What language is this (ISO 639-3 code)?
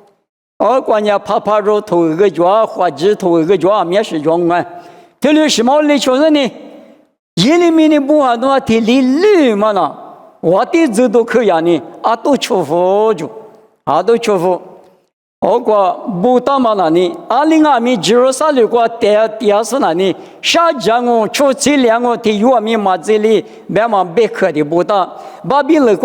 lis